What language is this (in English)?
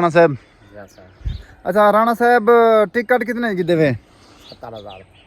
Saraiki